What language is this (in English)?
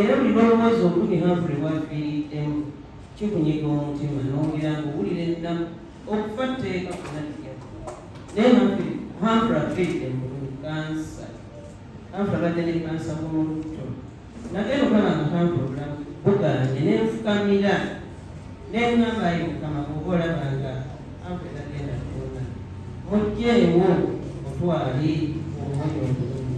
Ganda